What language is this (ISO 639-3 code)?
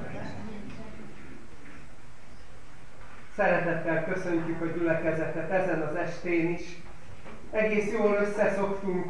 hun